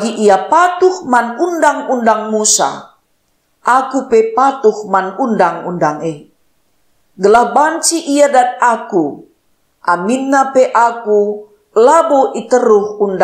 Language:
Batak Karo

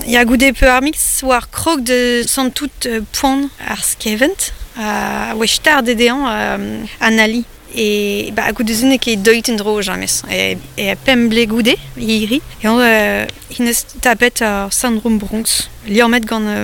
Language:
Breton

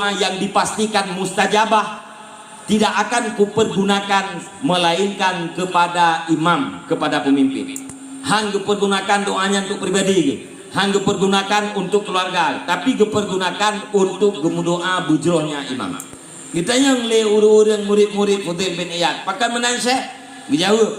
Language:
Achinese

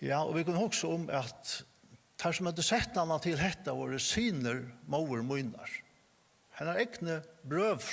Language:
Faroese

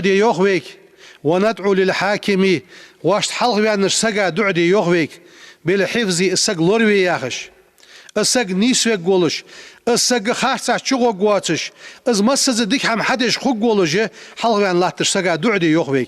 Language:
Ingush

